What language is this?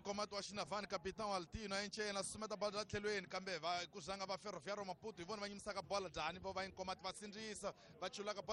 Tsonga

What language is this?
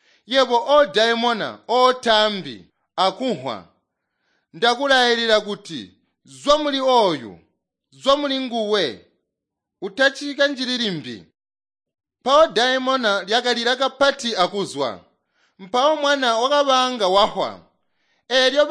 Tonga (Zambia)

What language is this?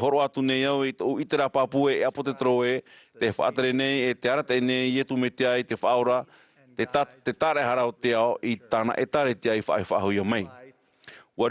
Tahitian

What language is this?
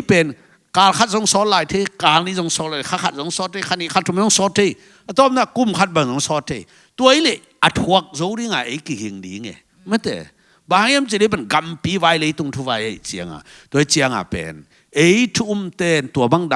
Tedim Chin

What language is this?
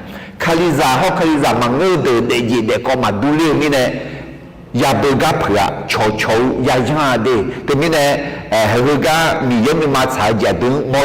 Akha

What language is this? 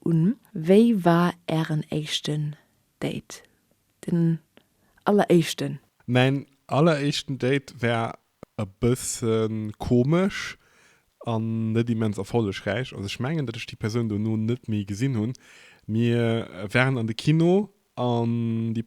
Luxembourgish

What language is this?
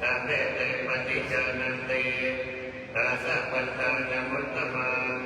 Pali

